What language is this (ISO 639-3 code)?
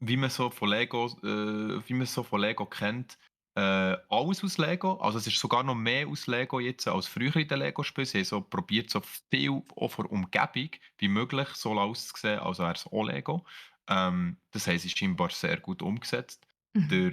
gsw